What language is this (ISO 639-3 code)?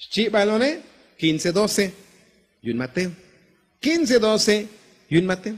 tzo